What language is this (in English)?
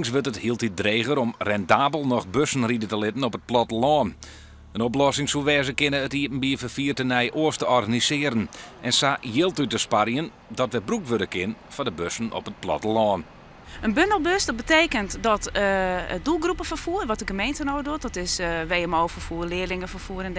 Western Frisian